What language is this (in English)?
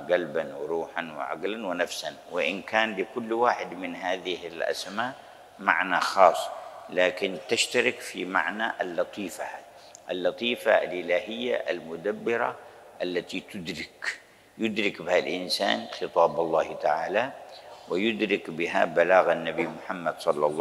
Arabic